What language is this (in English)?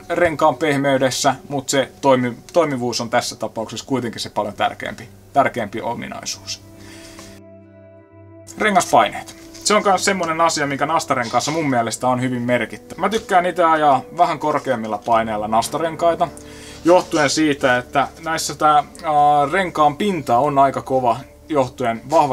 Finnish